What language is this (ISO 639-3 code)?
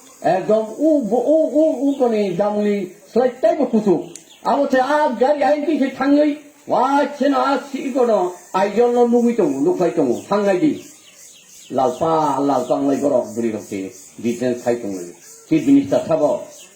trp